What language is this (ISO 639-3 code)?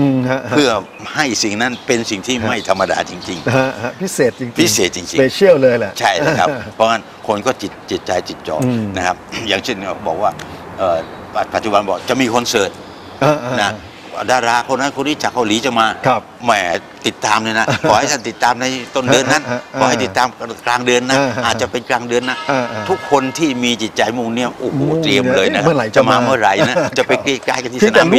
tha